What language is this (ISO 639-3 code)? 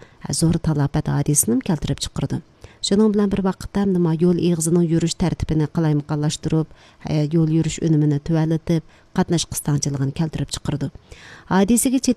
uig